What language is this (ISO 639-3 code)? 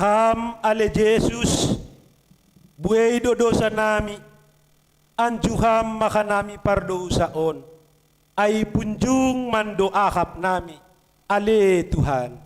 bts